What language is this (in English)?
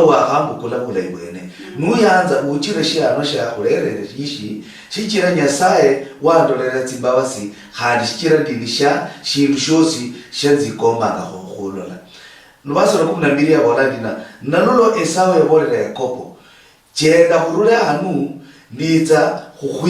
Luyia